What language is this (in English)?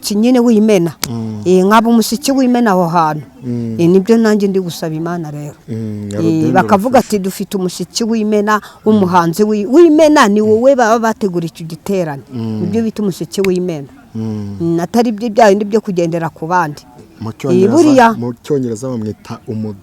Kinyarwanda